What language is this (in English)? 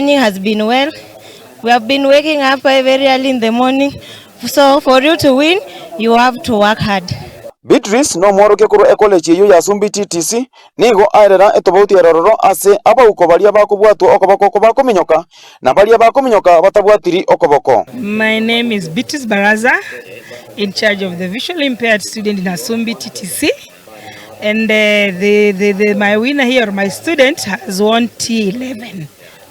Gusii